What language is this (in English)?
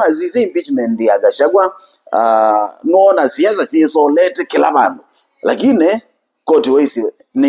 Kamba